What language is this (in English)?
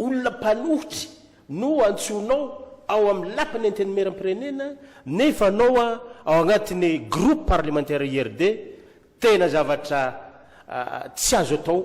Malagasy